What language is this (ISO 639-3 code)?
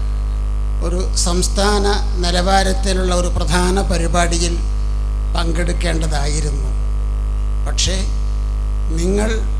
mal